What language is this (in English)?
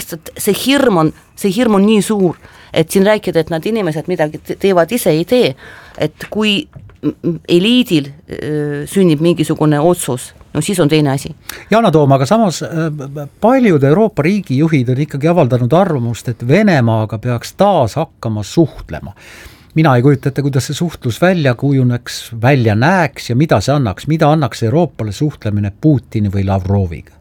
Estonian